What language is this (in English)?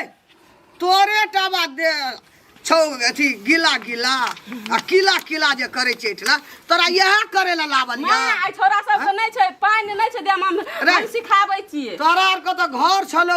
Maithili